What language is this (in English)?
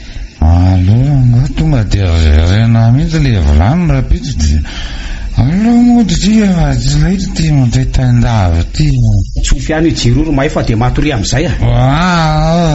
Malagasy